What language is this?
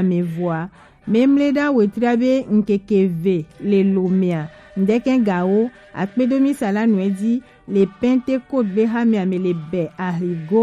Gen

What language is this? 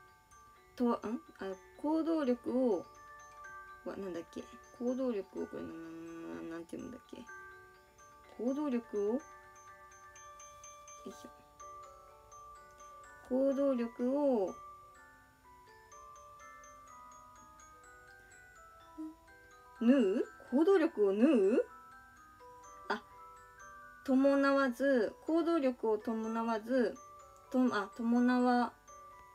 Japanese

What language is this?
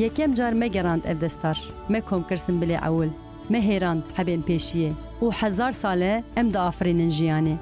Kurdish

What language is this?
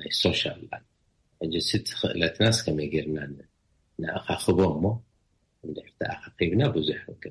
Tigrinya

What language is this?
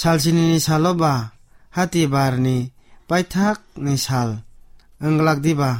Kok Borok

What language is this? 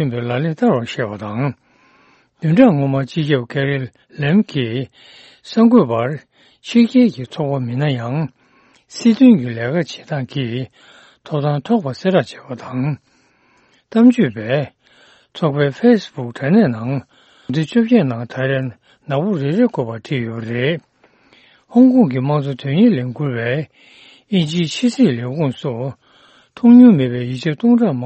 Tibetan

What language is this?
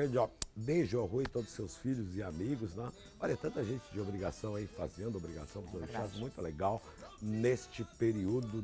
Portuguese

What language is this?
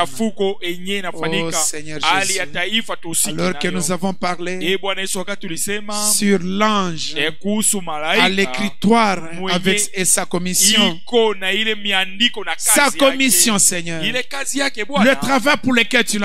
Swahili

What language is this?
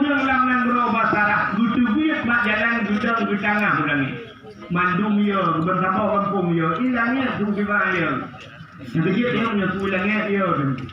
Achinese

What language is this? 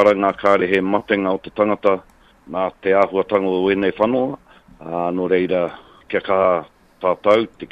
Māori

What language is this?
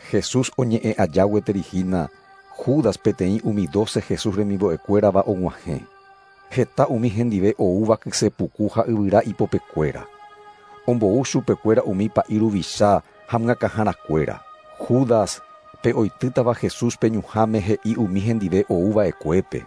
Guarani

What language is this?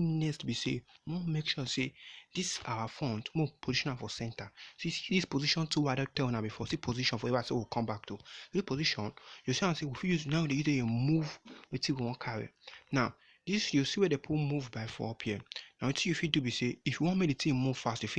Nigerian Pidgin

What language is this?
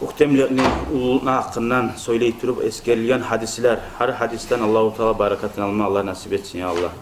Kumyk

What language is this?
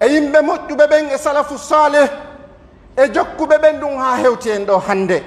Pular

